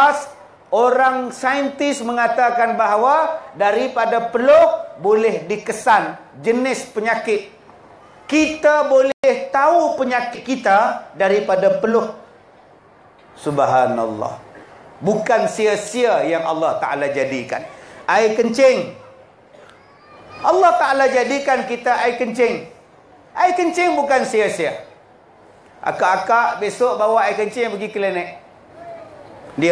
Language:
Malay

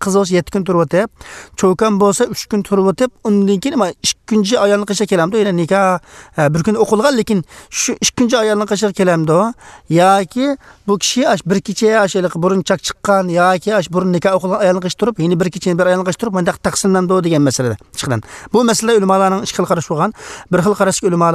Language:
Uyghur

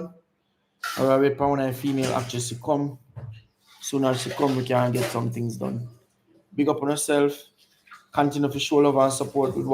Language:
Jamaican Creole English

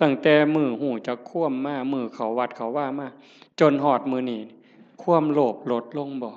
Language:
Northeastern Thai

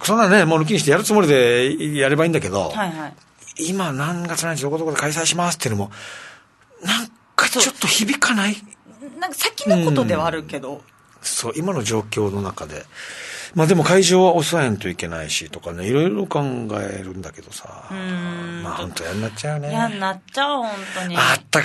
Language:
Japanese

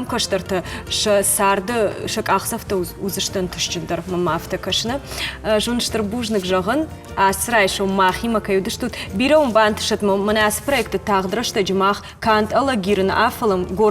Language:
Ossetic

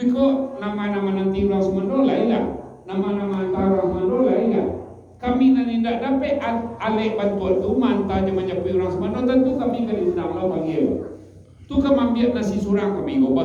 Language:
Minangkabau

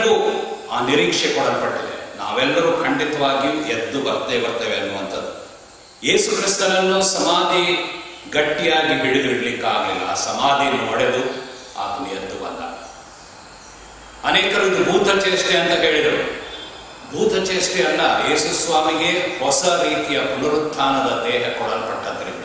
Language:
Kannada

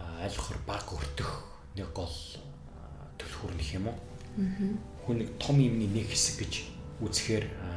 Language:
Mongolian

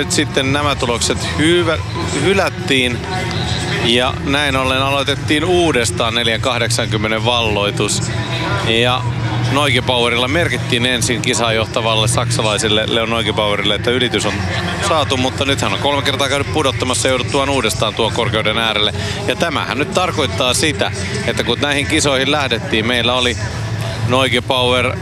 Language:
Finnish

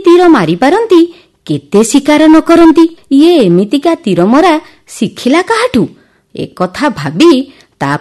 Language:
Odia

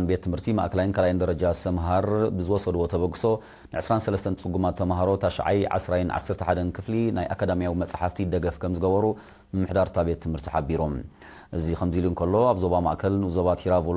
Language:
Tigrinya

